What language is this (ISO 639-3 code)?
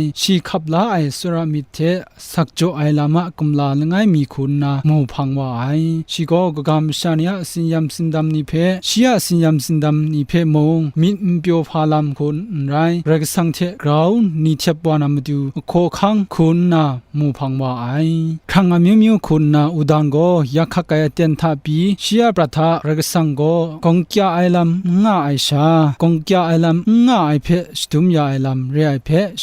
kac